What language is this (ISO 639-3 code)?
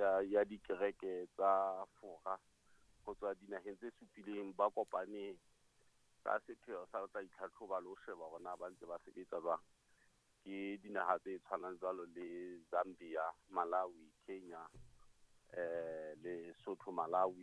sot